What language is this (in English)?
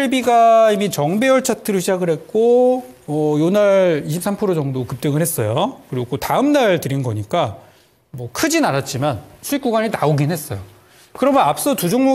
Korean